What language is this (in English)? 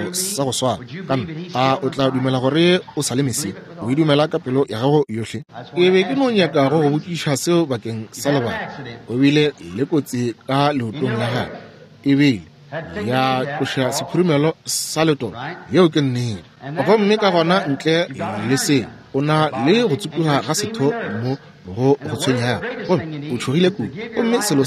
Northern Sotho